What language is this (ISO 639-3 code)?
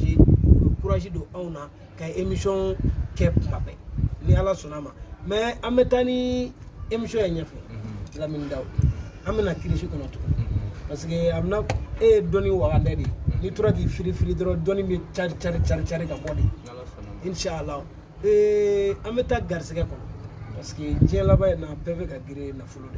bam